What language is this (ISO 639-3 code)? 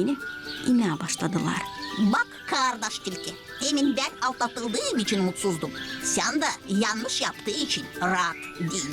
gag